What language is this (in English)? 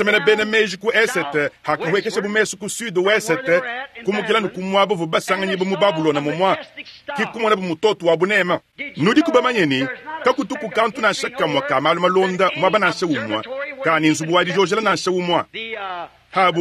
Luba-Lulua